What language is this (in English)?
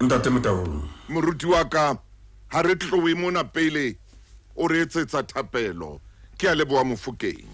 Southern Sotho